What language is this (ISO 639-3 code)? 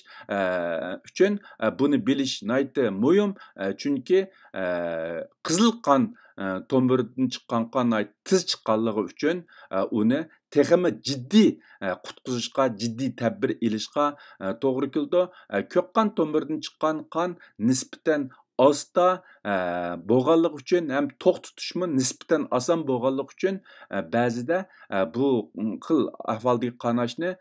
uig